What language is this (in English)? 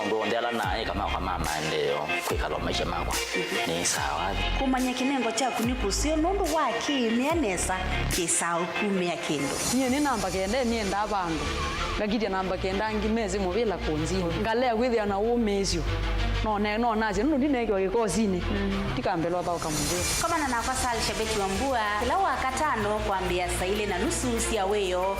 Kamba